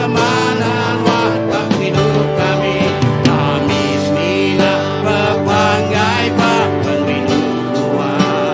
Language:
Iban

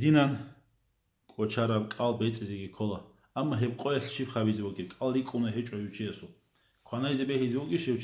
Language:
Avaric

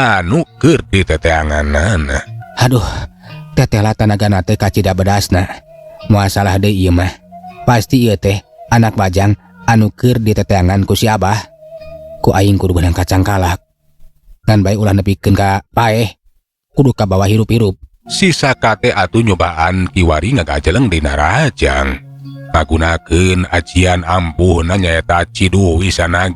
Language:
Sundanese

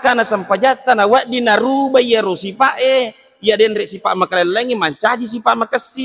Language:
Buginese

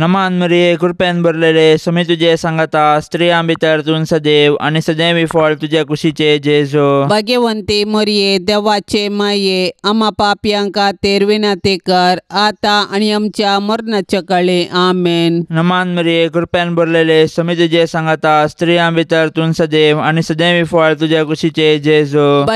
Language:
Konkani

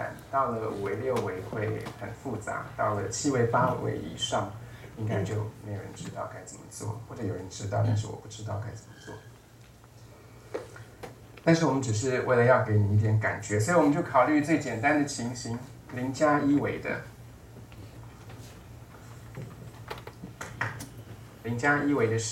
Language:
Chinese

